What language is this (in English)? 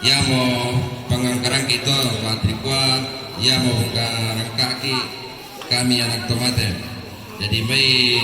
Toraja-Sa'dan